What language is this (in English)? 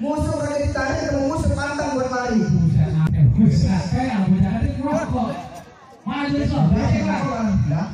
Betawi